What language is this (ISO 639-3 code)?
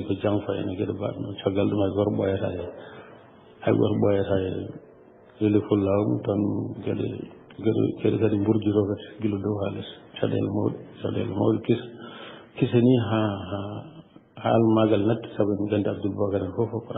ful